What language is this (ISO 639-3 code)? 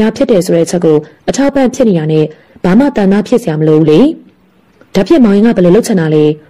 mya